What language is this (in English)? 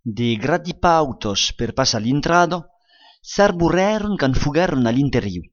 Occitan